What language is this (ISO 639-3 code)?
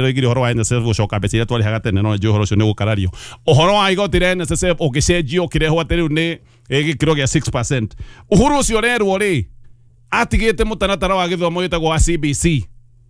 kik